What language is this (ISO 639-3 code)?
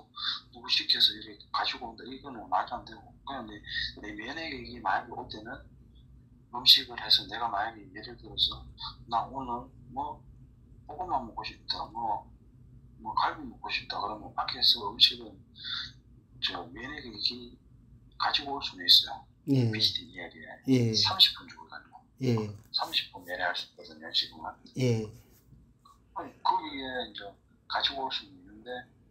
kor